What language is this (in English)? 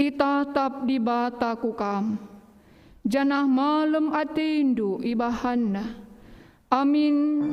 Batak Karo